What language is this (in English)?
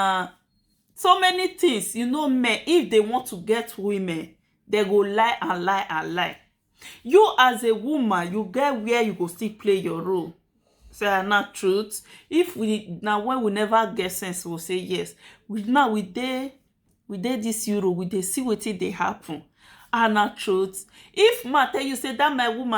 Nigerian Pidgin